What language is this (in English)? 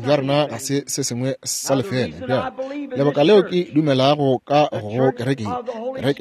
Northern Sotho